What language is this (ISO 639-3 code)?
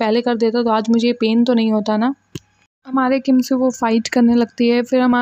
hin